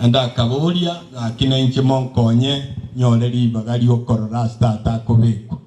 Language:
Gusii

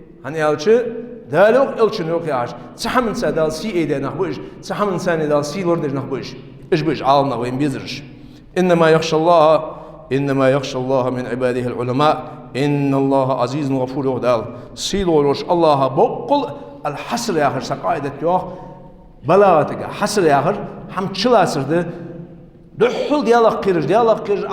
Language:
Ingush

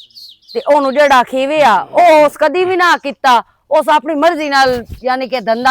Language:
Western Panjabi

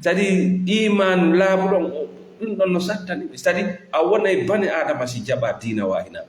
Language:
Fula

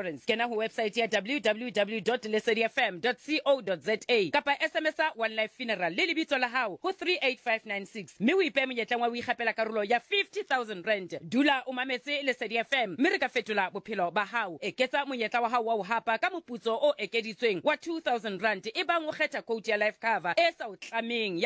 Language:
Southern Sotho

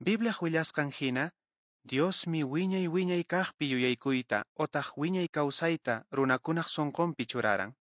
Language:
Quechua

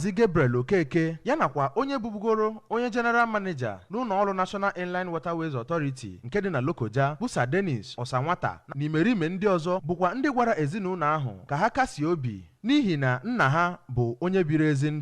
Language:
Igbo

